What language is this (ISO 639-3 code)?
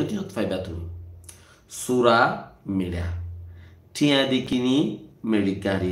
rhg